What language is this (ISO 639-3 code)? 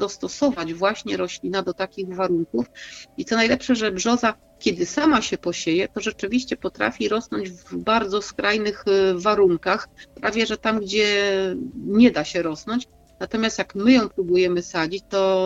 pol